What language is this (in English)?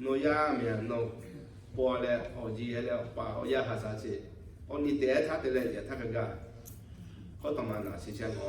Lahu